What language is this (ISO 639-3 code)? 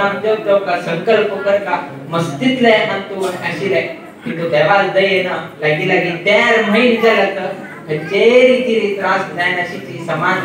kok